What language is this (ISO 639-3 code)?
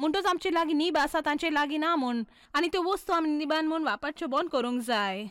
kok